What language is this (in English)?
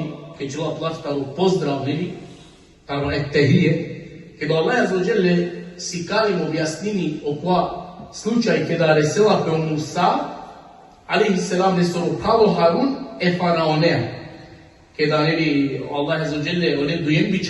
Balkan Romani